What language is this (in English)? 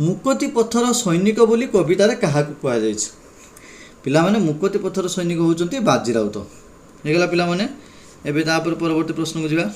Odia